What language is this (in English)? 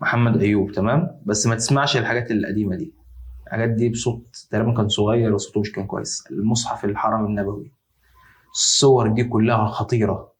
Egyptian Arabic